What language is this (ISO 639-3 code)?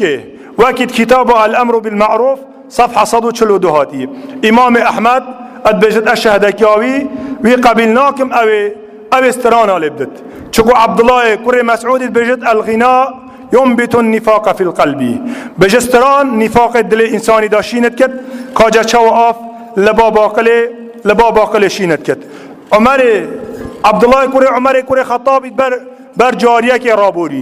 kur